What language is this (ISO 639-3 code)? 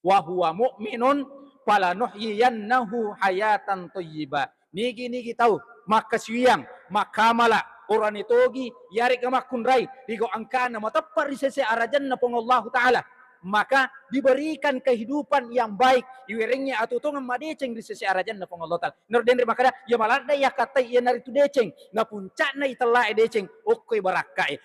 bug